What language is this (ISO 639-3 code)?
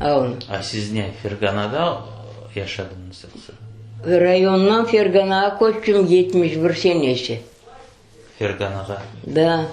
crh